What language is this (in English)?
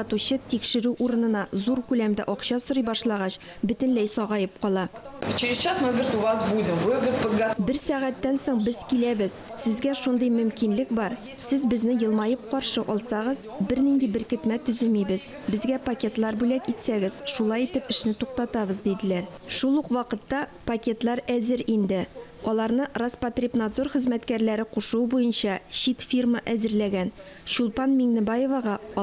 Tatar